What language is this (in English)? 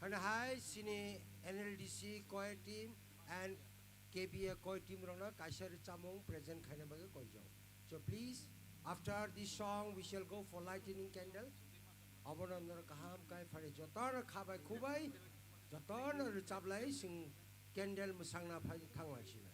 Kok Borok